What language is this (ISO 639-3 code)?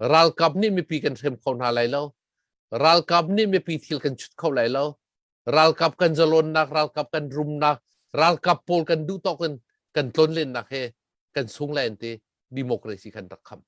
cnh